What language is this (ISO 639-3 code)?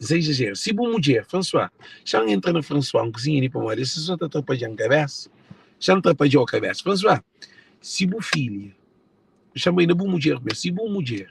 kea